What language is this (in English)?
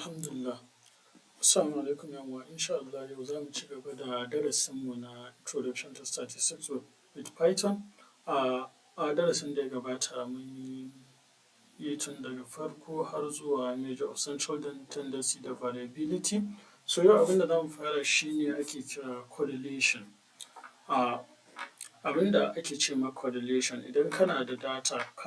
Hausa